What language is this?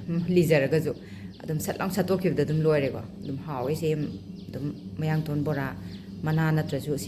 Manipuri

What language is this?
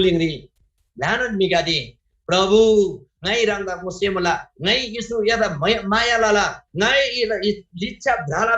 Eastern Tamang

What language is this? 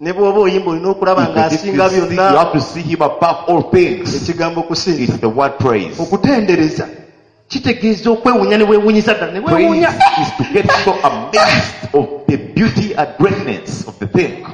Ganda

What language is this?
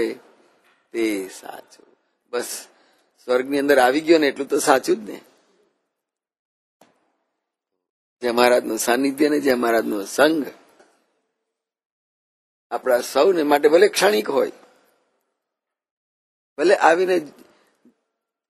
Gujarati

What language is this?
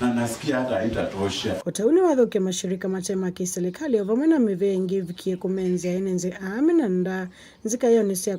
Kamba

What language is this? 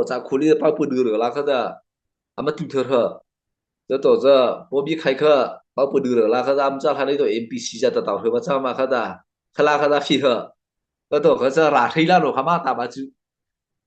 Mara Chin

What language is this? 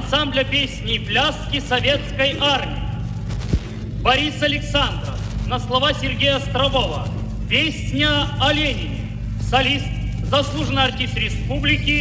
Russian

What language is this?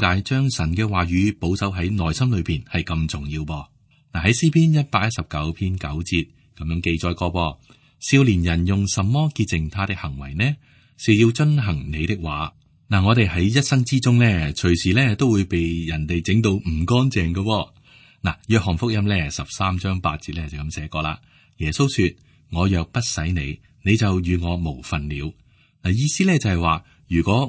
Cantonese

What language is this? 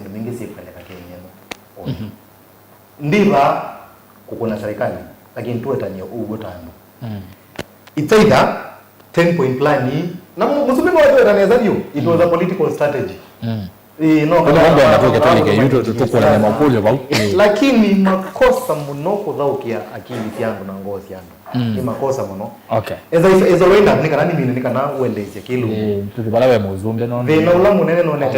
Kamba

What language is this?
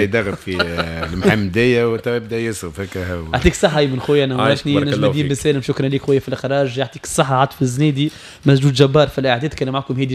Tunisian Arabic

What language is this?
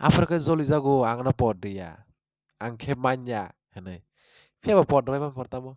Kok Borok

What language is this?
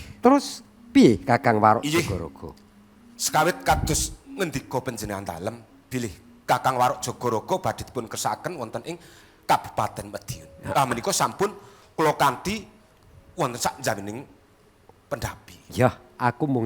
Javanese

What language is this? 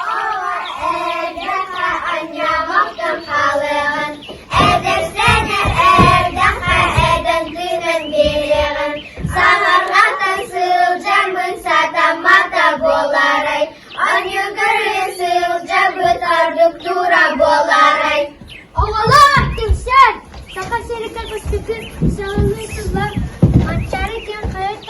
Yakut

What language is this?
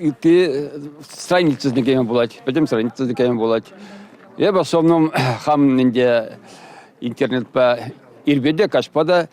Chuvash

